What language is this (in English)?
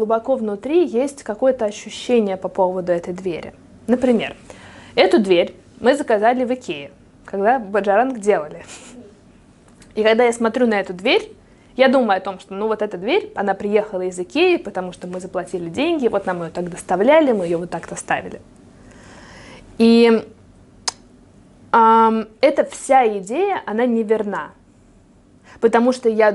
Russian